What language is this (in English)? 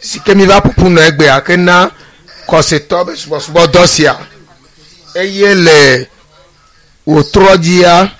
Ewe